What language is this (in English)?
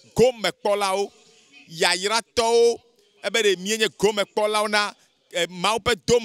Ewe